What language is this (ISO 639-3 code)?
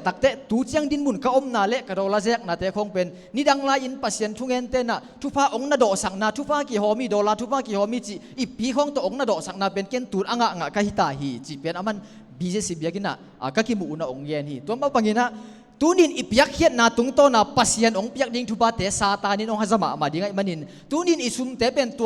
ctd